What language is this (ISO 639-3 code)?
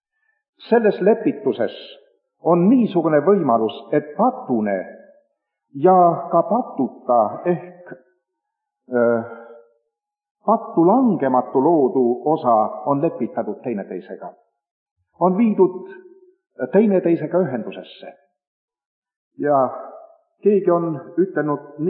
est